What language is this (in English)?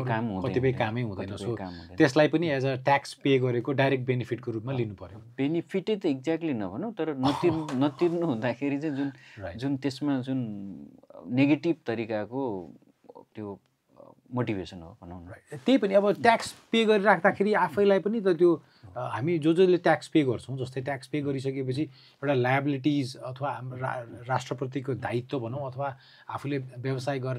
Nepali